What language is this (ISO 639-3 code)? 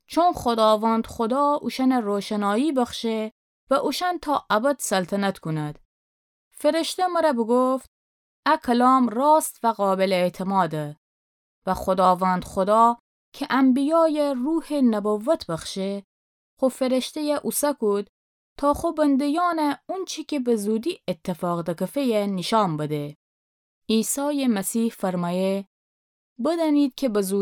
glk